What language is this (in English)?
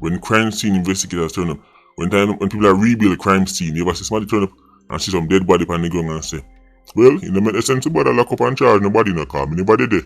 Jamaican Creole English